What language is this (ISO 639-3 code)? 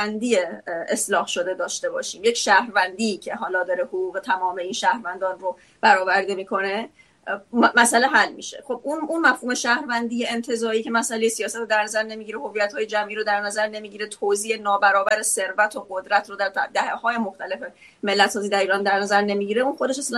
fas